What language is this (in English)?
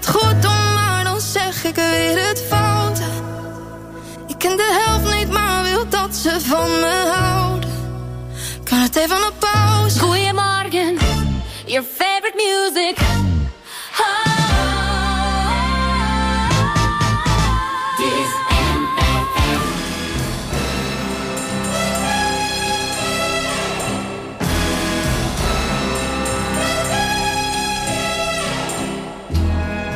Dutch